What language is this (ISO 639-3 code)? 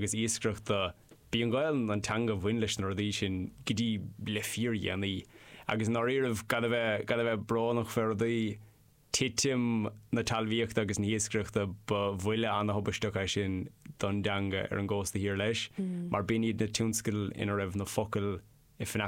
gle